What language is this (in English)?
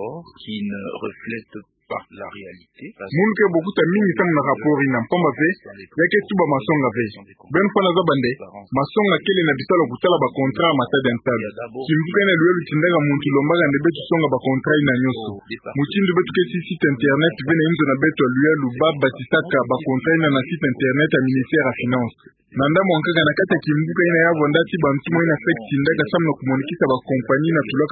Kituba (Democratic Republic of Congo)